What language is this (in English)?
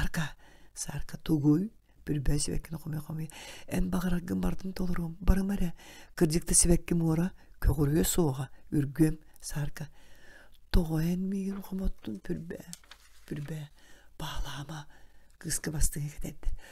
Yakut